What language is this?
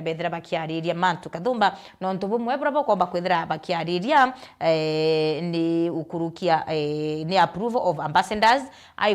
Meru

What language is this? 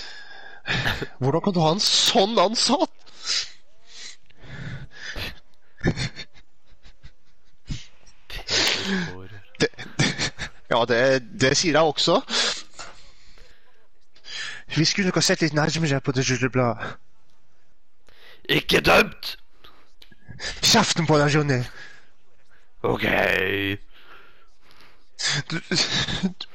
Norwegian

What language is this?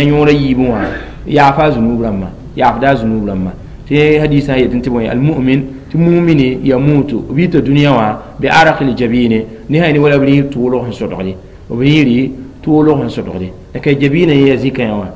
Mossi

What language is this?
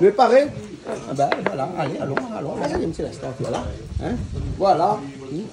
Réunion Creole French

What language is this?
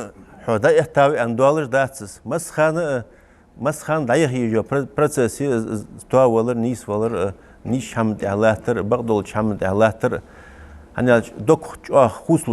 Ingush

